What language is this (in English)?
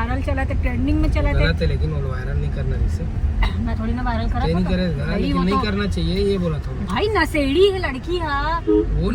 Chhattisgarhi